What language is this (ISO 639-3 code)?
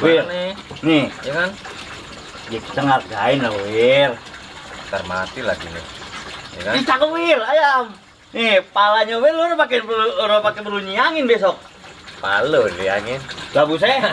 bew